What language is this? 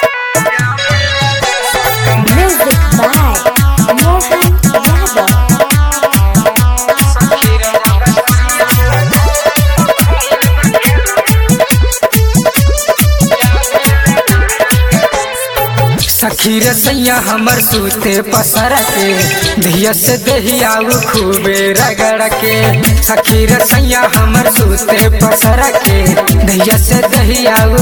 Bhojpuri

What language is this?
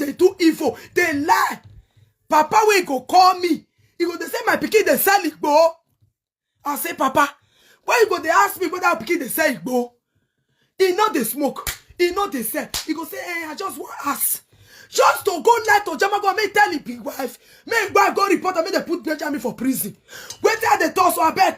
Nigerian Pidgin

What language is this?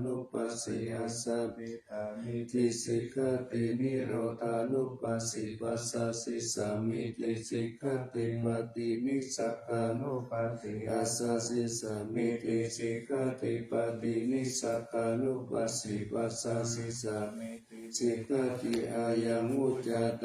Pali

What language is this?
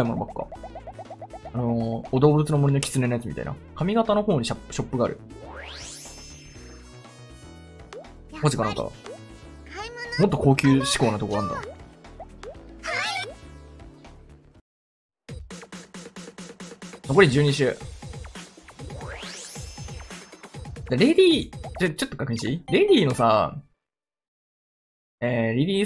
Japanese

